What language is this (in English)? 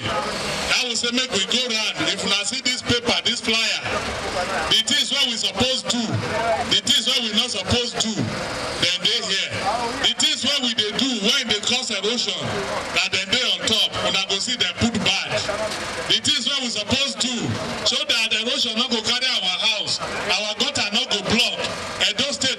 Nigerian Pidgin